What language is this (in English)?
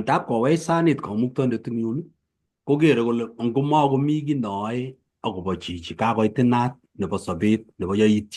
Kalenjin